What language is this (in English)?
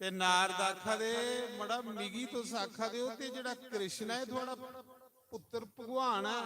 Dogri